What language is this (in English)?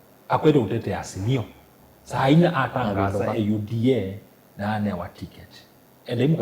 Kamba